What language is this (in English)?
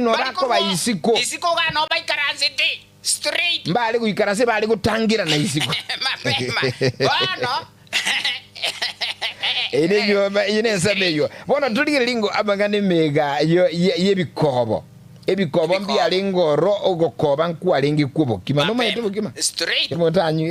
Gusii